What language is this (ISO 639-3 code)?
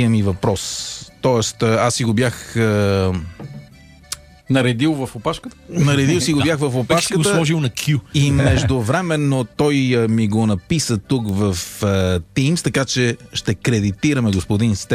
bul